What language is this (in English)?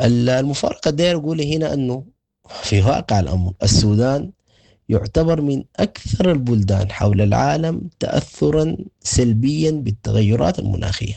Sudanese Arabic